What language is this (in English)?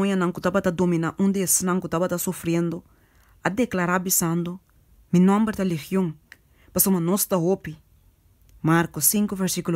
Papiamento